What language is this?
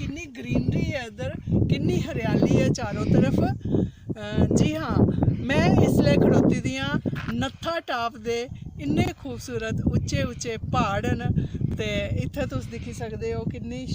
Dogri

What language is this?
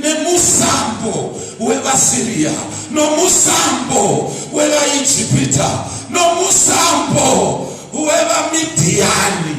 Shona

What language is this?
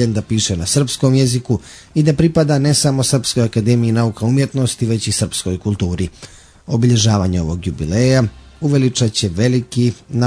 Serbian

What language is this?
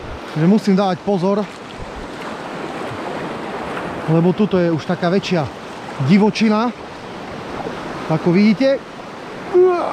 Slovak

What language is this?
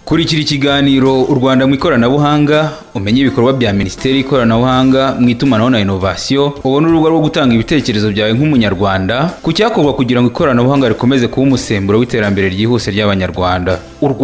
Kinyarwanda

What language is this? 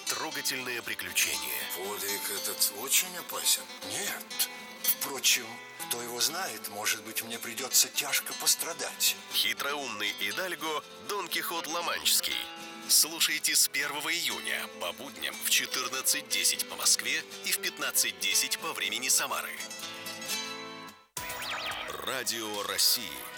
Russian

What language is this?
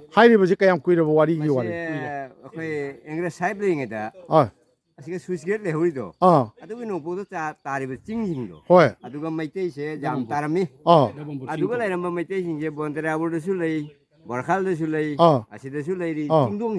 Manipuri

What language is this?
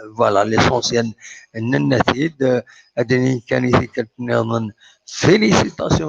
Kabyle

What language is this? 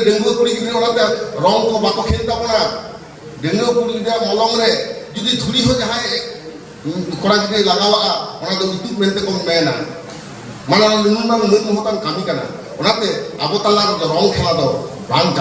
Santali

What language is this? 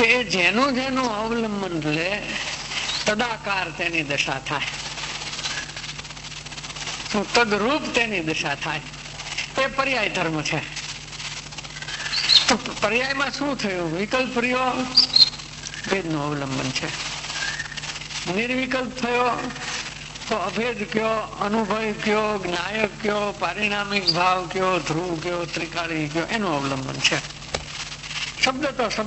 Gujarati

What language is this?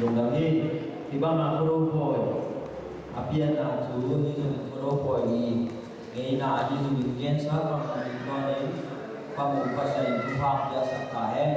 Tedim Chin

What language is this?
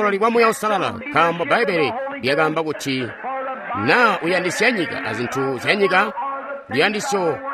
Tonga (Zambia)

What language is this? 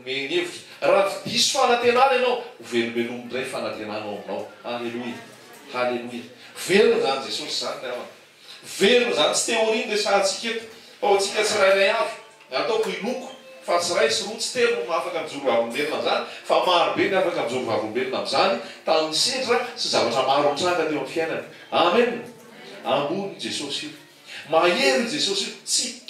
Malagasy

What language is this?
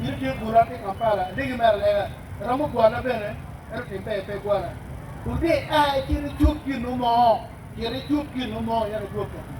Acoli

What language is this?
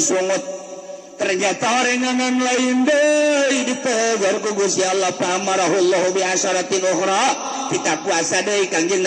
Sundanese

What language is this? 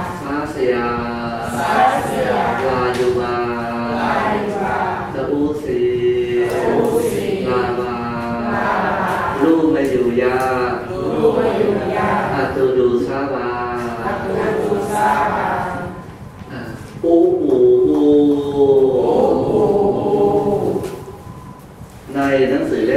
Thai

